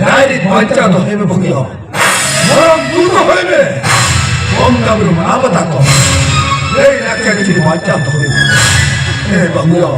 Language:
Santali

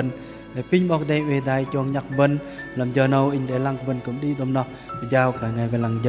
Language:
Bahnar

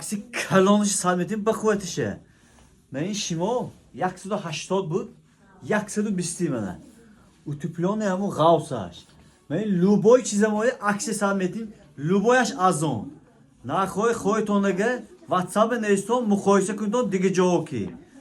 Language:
Tajik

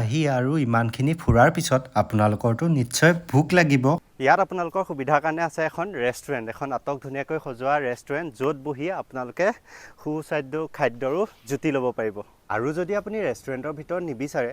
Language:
Assamese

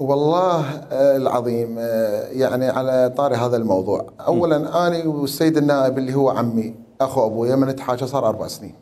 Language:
Mesopotamian Arabic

